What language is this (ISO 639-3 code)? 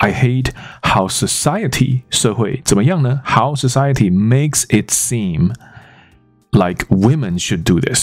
zho